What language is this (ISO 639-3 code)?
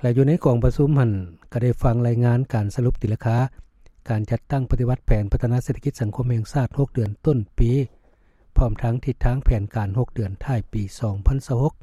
lao